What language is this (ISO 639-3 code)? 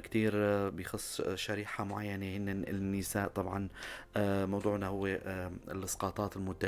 apc